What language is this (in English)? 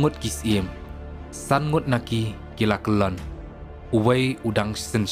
Khasi